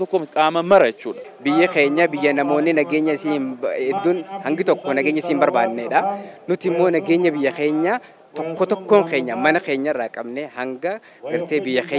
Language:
Oromo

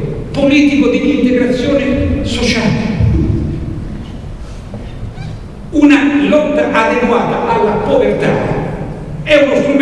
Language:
Italian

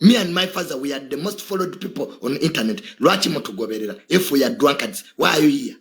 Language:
Ganda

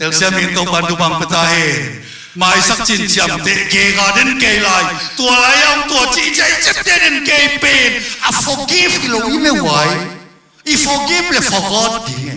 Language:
Tedim Chin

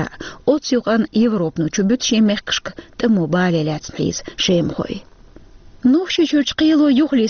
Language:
Chechen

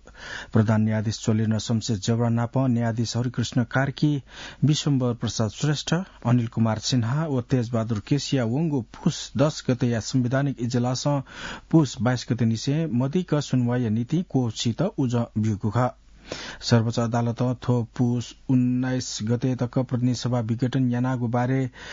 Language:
Newari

